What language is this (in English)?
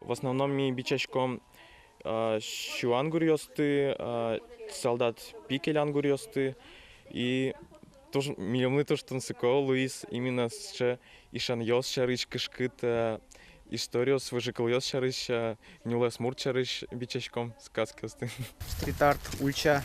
Udmurt